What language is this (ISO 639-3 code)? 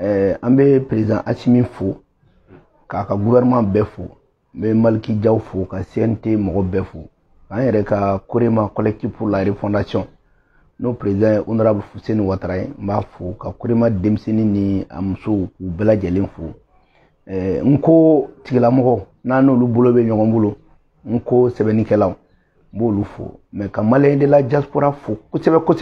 bam